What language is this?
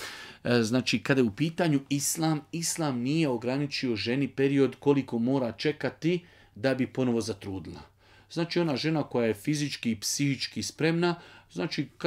Bosnian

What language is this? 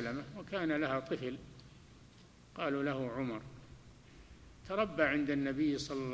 Arabic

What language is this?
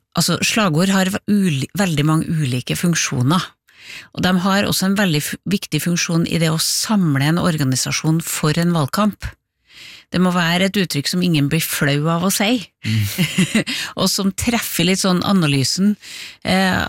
Norwegian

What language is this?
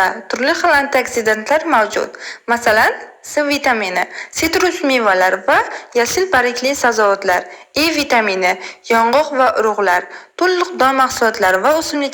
Uzbek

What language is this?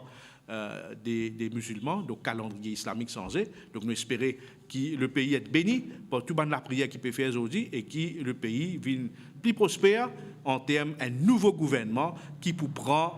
Morisyen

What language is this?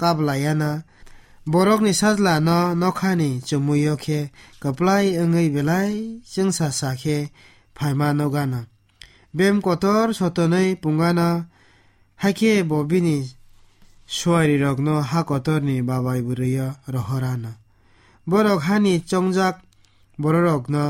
Kok Borok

